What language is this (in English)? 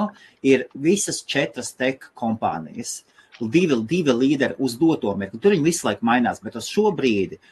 Latvian